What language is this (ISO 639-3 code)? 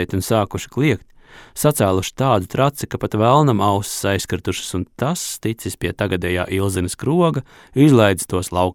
lav